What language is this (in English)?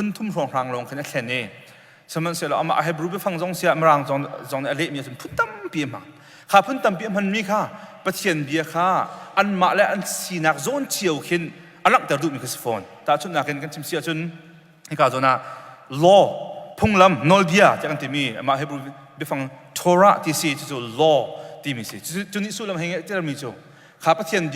Hakha Chin